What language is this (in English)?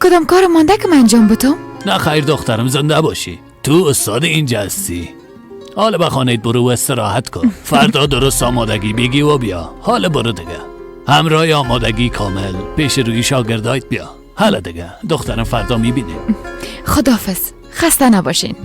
Persian